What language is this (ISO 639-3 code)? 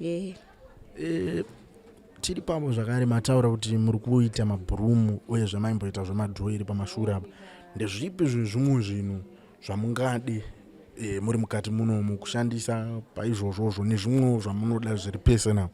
sna